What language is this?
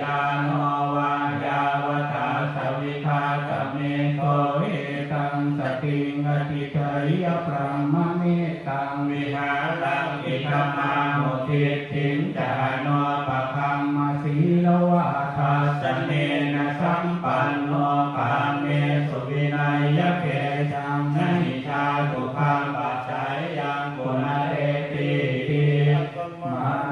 Pali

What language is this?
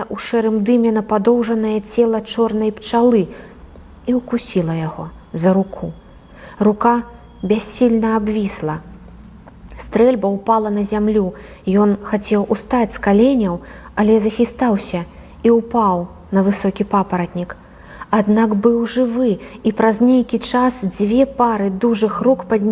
Belarusian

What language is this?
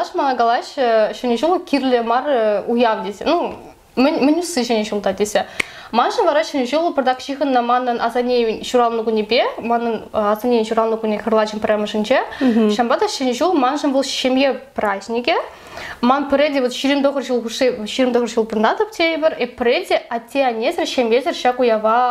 Chuvash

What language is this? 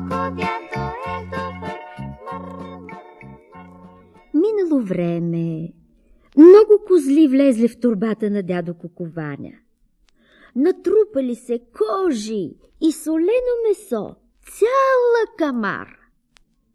Bulgarian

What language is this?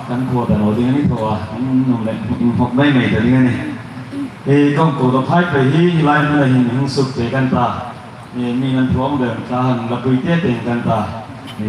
Hmar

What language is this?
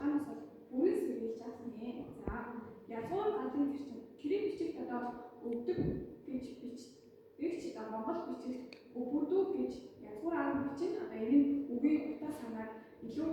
Mongolian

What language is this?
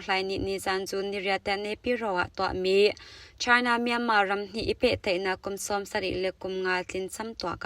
Hakha Chin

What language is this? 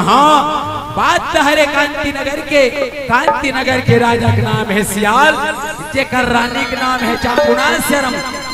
Chhattisgarhi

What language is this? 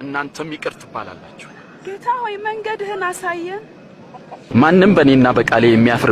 Amharic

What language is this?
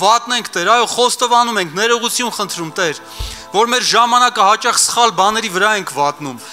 Armenian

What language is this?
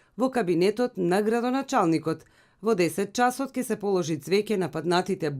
Macedonian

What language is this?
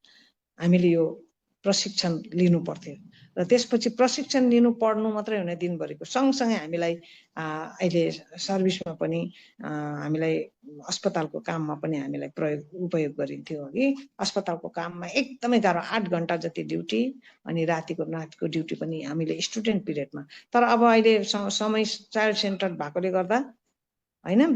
Nepali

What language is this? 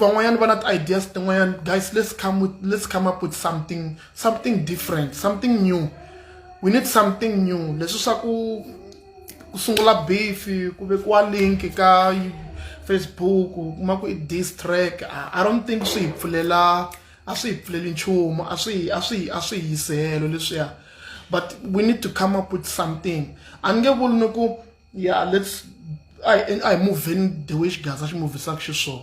Tsonga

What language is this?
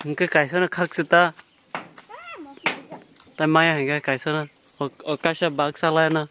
Kok Borok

